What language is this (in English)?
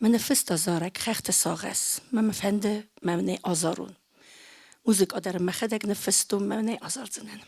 Ossetic